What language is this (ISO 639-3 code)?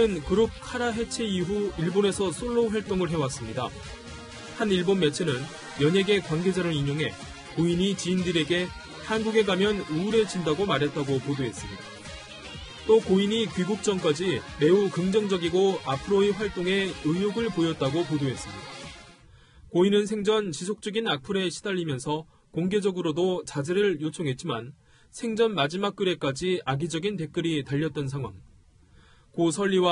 kor